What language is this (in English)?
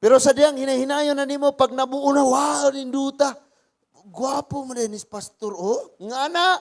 Cebuano